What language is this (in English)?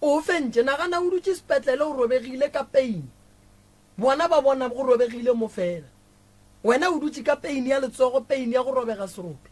Northern Sotho